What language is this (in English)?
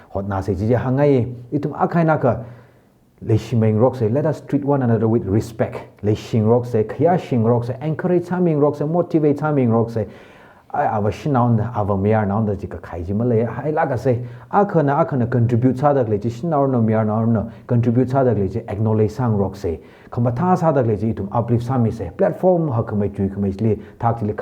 Tangkhul Naga (India)